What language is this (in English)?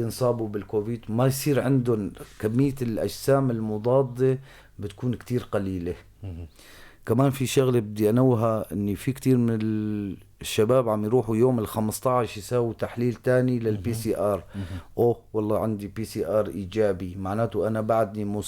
North Levantine Arabic